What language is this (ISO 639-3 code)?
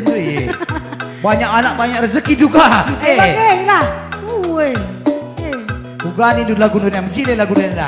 btx